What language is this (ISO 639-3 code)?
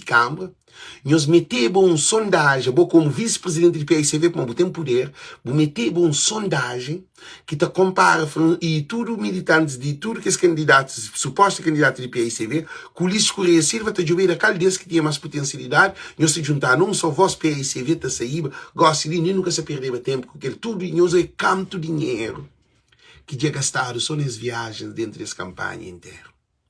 kea